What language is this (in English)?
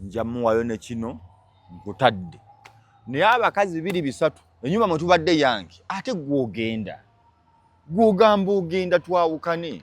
Ganda